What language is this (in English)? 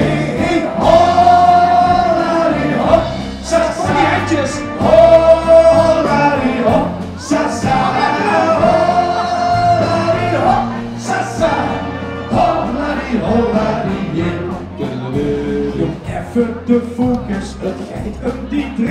Limburgish